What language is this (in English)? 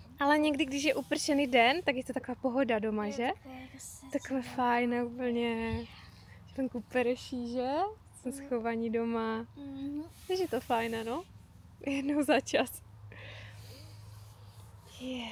Czech